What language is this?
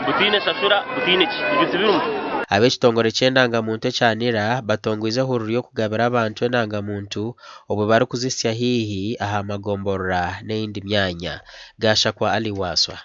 Nyankole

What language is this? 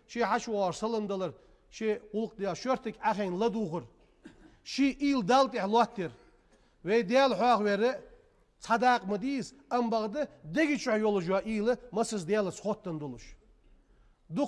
Ingush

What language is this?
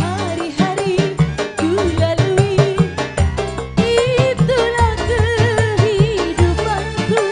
Betawi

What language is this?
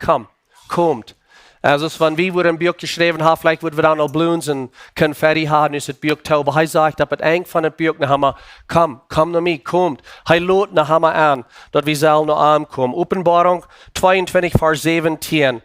Plautdietsch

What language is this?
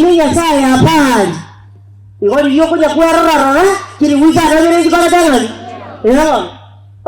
Gusii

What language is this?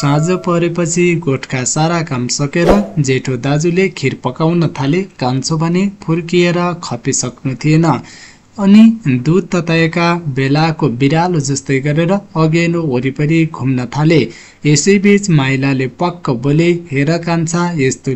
Nepali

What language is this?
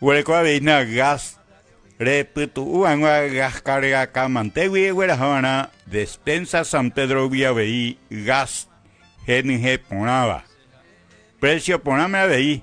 Guarani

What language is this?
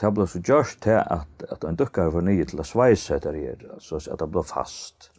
Faroese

